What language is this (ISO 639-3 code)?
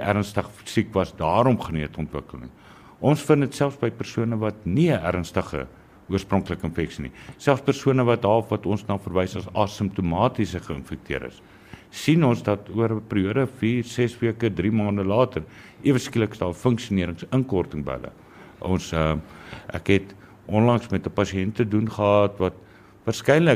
afr